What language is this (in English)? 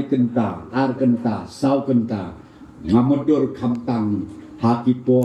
Khasi